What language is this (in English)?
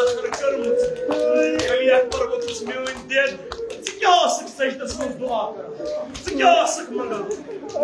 Kashmiri